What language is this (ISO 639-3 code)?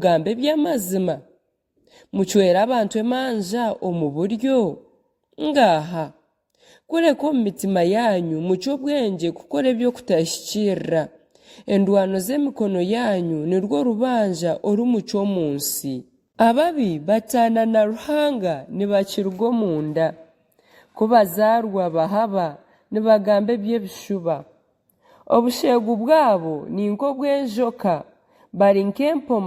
nyn